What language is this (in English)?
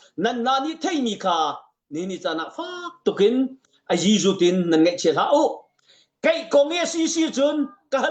Hakha Chin